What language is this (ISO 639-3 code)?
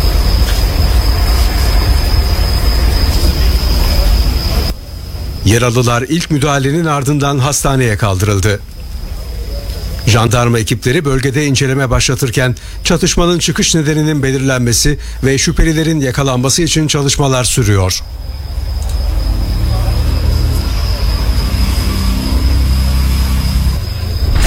tur